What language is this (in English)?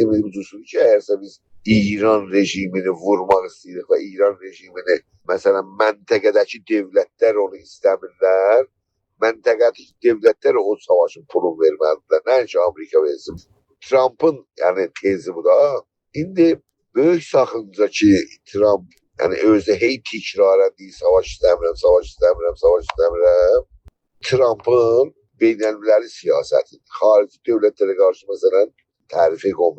South Azerbaijani